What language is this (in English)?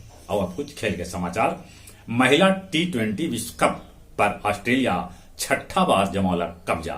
Magahi